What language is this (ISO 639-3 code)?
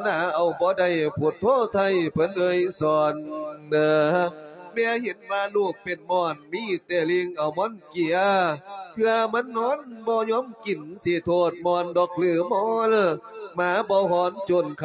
lao